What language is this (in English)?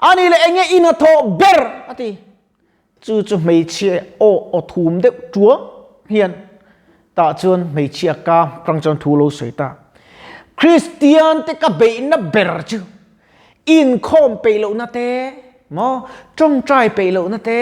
Mizo